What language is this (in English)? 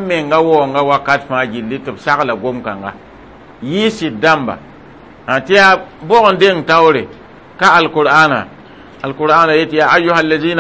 Mossi